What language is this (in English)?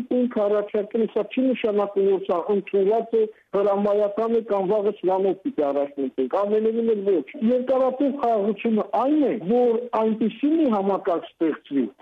Armenian